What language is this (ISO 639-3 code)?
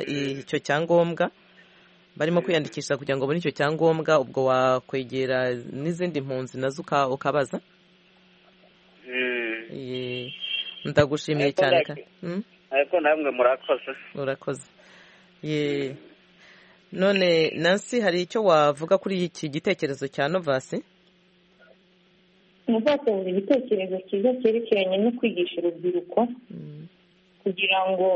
kin